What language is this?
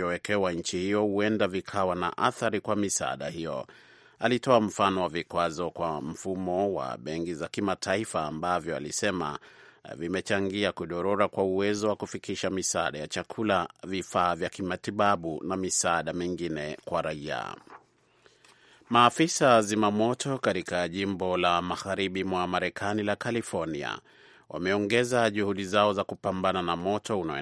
Swahili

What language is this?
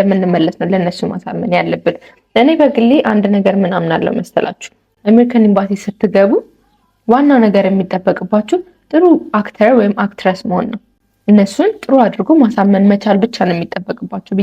Amharic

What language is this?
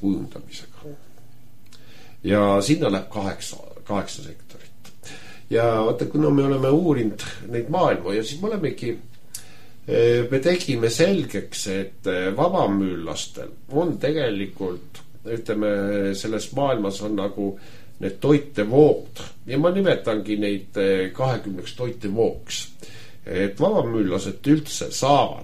Estonian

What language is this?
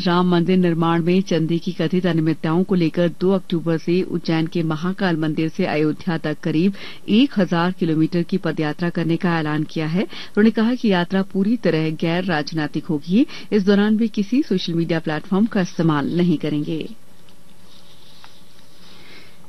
Hindi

